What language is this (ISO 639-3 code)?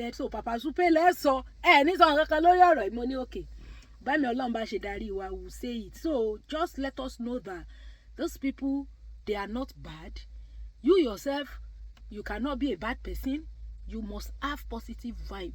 yor